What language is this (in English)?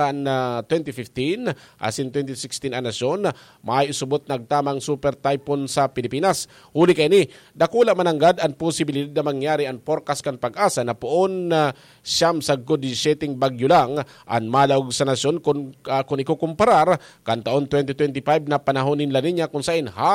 Bikol